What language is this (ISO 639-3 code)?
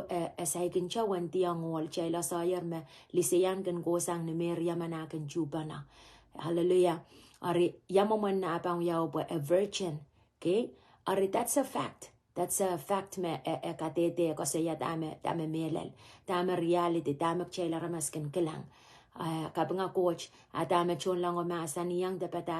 pon